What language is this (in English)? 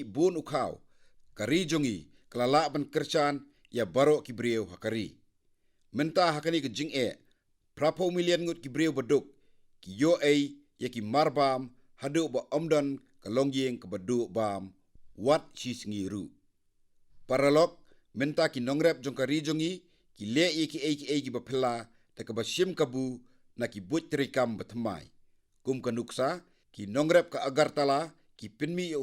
Khasi